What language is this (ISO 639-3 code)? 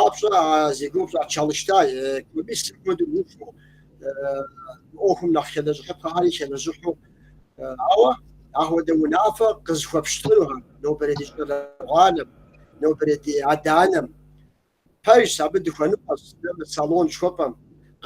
kbd